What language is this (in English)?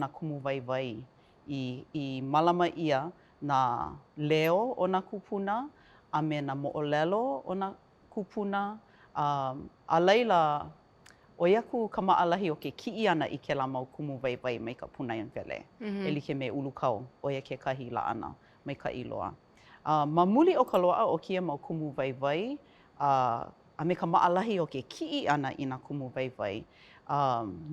Hawaiian